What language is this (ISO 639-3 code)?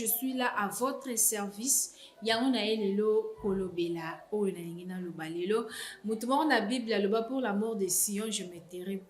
lin